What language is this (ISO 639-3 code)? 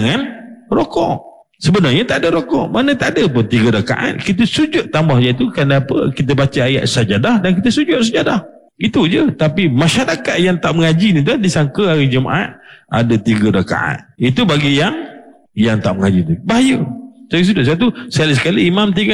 msa